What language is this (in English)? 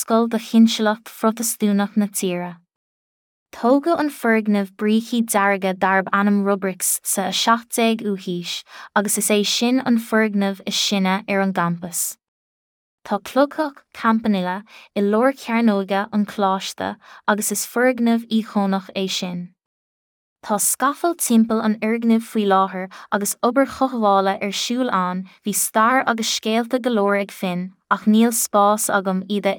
Irish